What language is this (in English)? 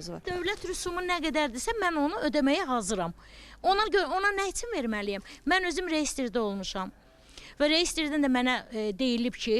Azerbaijani